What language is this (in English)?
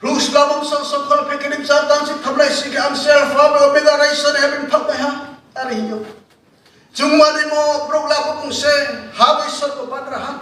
Riang (India)